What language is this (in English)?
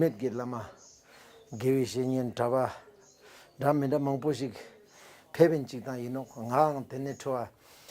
Ladakhi